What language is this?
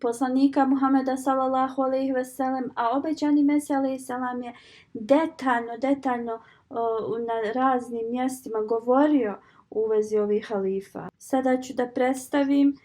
Bosnian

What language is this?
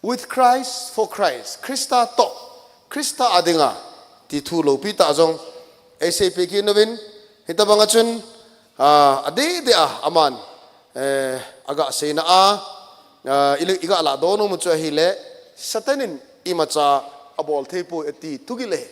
Thado Chin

